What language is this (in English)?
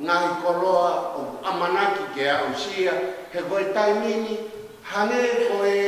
Tongan